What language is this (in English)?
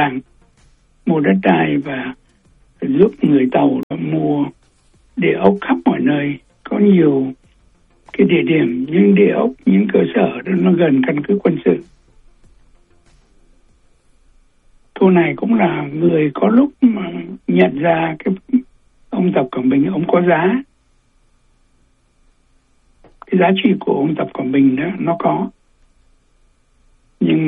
Vietnamese